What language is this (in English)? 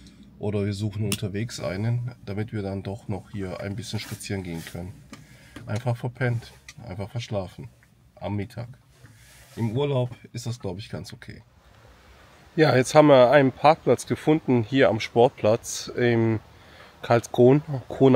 German